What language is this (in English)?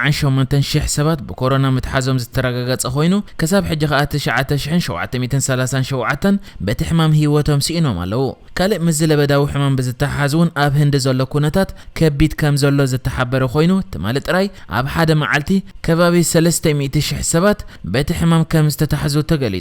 Tigrinya